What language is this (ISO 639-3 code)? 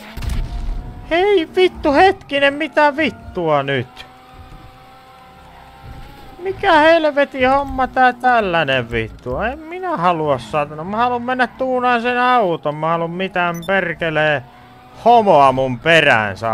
fin